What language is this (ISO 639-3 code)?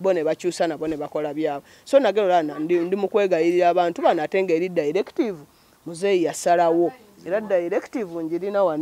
lug